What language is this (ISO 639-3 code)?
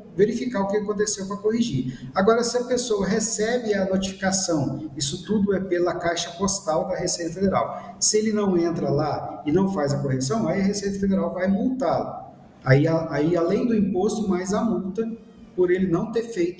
por